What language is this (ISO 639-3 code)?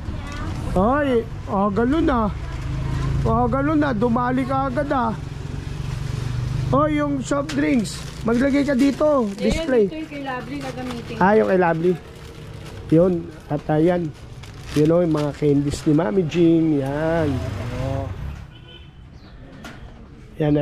fil